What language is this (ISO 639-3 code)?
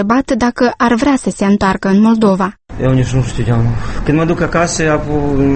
ron